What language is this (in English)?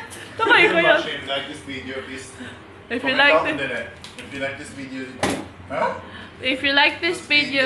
Cebuano